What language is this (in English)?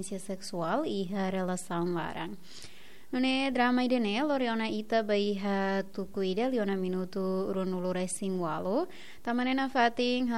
Tetum